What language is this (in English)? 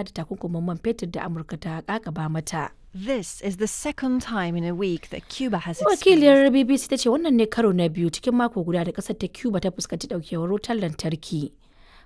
Hausa